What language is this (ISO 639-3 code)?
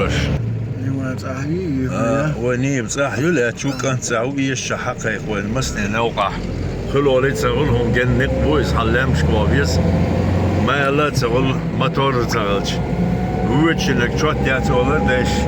che